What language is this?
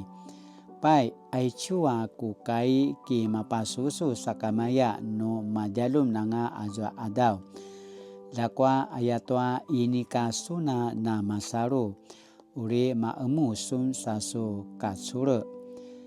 Paiwan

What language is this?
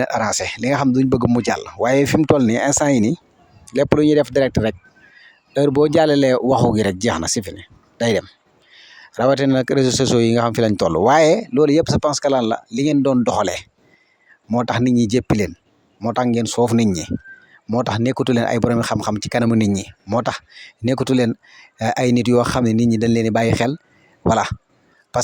Wolof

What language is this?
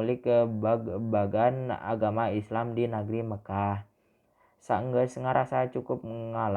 Sundanese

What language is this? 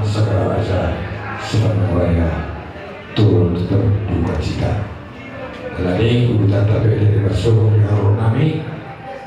Batak Toba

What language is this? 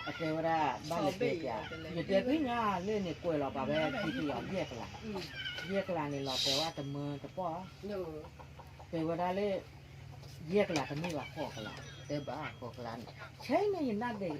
S'gaw Karen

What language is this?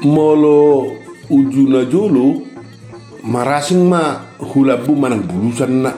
Batak Toba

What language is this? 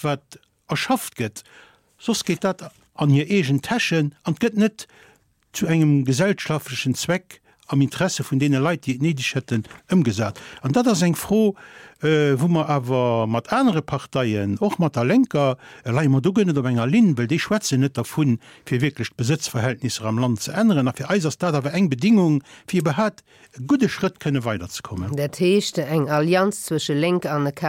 Luxembourgish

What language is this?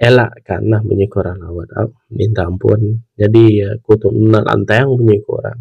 Iban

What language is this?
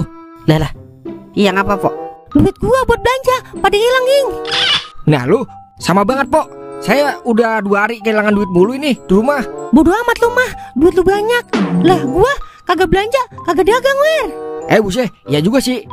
Betawi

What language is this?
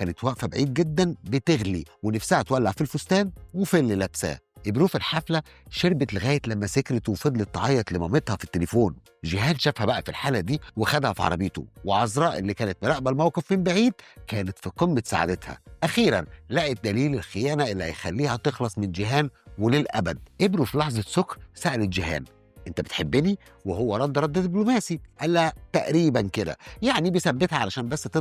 Egyptian Arabic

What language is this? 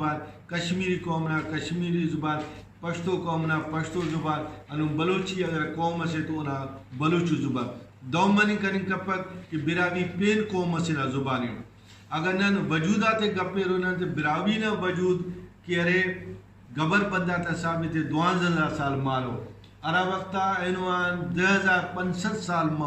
Brahui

